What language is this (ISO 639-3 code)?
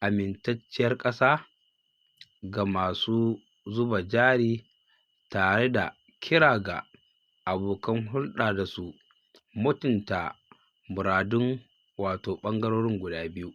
hau